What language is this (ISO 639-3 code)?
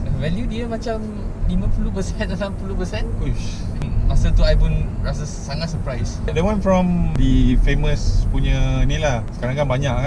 msa